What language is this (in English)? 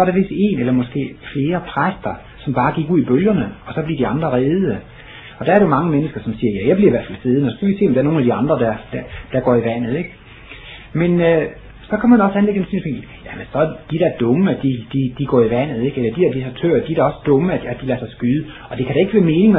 Danish